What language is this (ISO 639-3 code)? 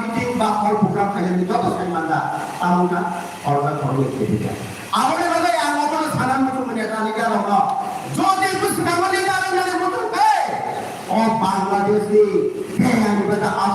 trp